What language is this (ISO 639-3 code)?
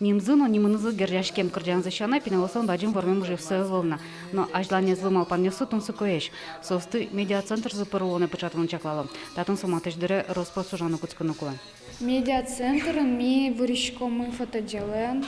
udm